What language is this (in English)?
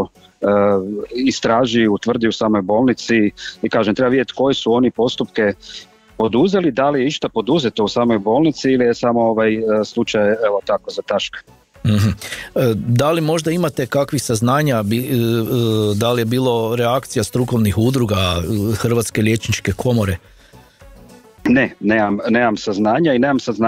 Croatian